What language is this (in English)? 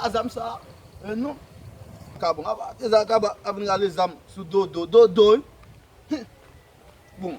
Haitian Creole